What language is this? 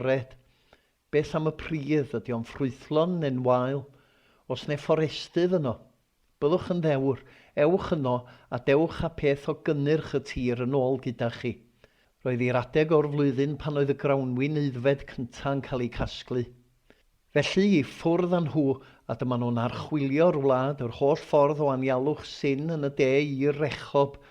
Welsh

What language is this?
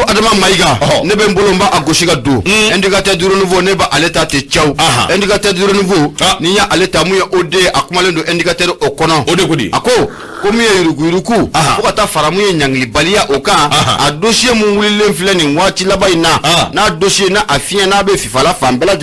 Bambara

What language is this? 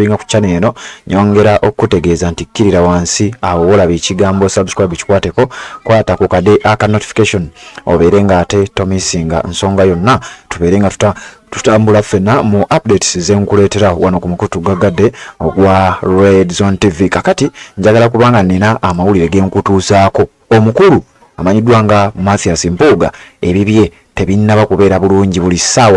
Ganda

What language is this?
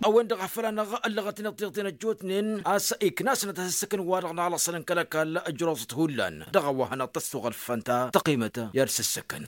Tamasheq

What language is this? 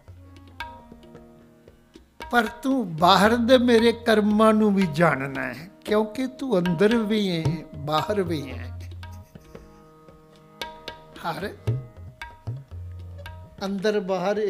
Punjabi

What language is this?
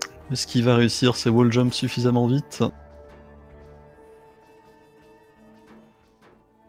French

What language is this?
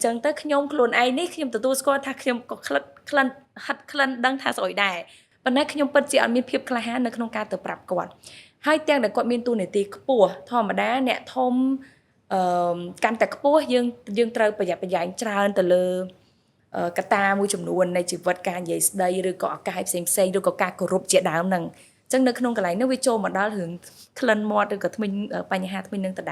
Khmer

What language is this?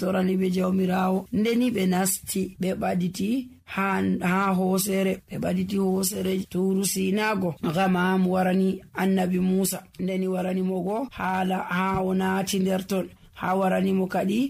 Nigerian Fulfulde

